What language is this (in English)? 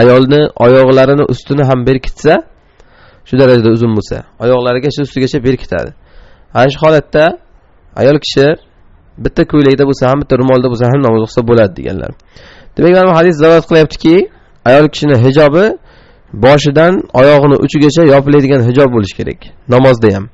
Uzbek